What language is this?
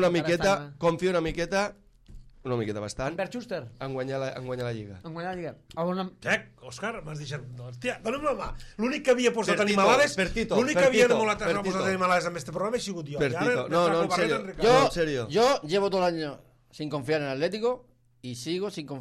Catalan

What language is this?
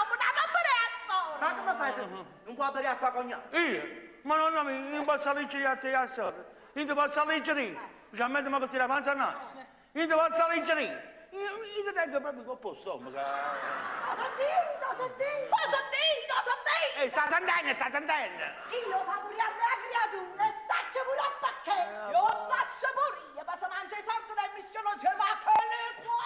Neapolitan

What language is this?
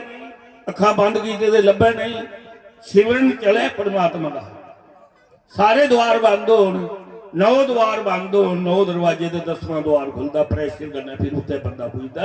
Dogri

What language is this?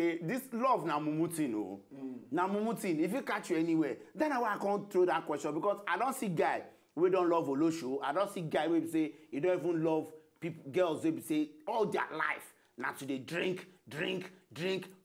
Nigerian Pidgin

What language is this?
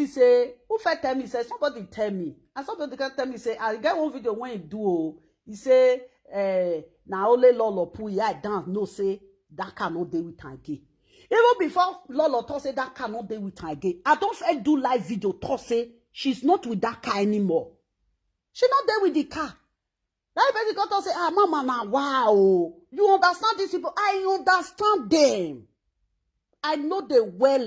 Nigerian Pidgin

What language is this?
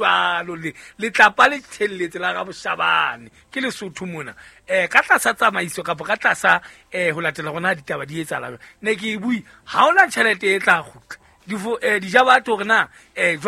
Southern Sotho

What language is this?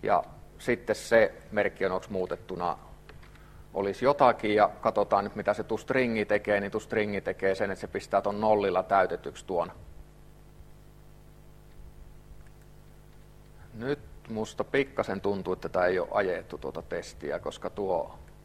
Finnish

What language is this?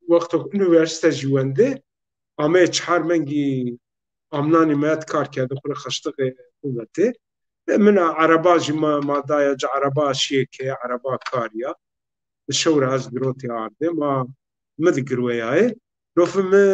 Zaza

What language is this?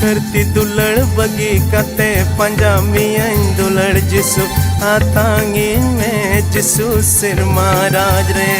Santali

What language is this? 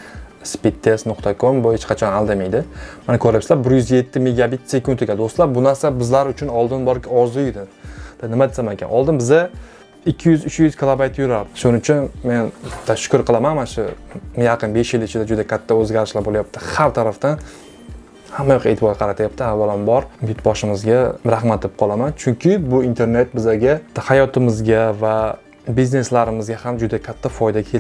Uzbek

